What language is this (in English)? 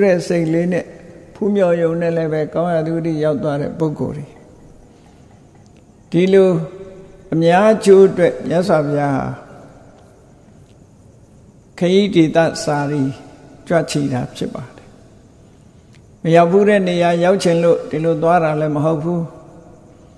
Burmese